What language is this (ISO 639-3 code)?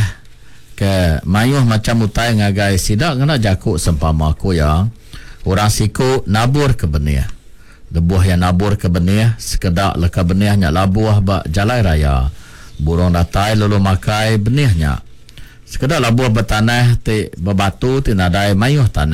iba